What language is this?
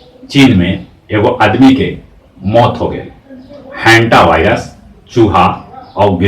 Magahi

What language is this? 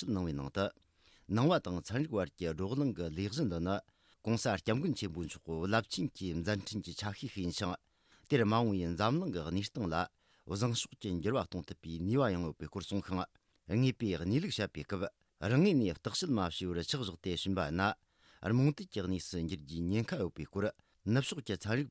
Tibetan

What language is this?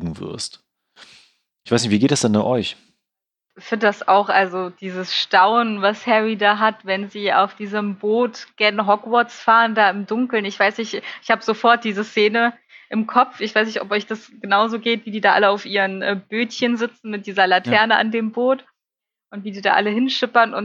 German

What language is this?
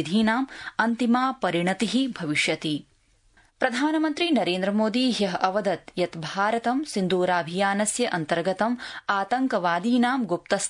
Sanskrit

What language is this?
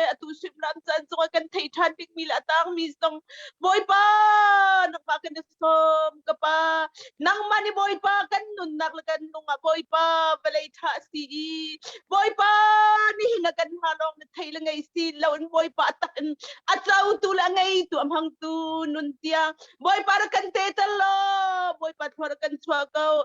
Hakha Chin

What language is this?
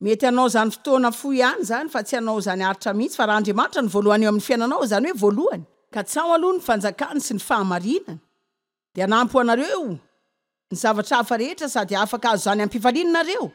Malagasy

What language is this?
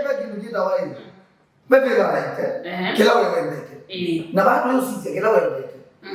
Kamba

